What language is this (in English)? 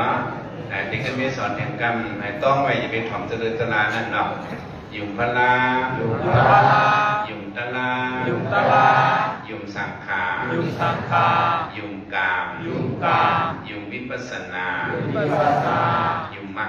Shan